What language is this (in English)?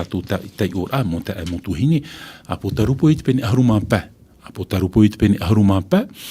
Tahitian